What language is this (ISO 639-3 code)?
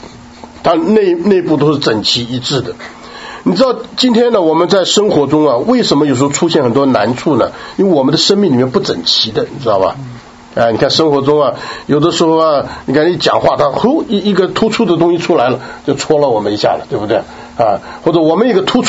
zho